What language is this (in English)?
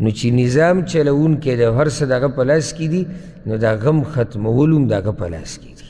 Pashto